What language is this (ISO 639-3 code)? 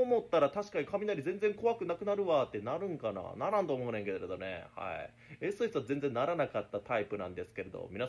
jpn